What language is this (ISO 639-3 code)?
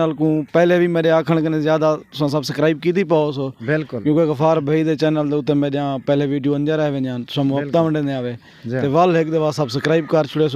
skr